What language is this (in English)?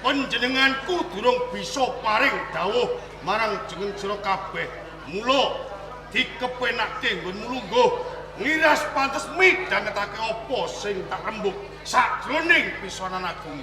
Javanese